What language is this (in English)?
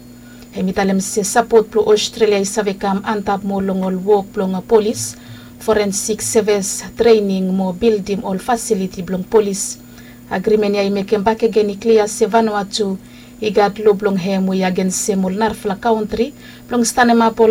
Bislama